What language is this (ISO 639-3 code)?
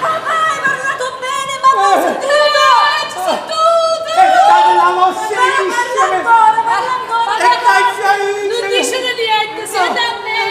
nap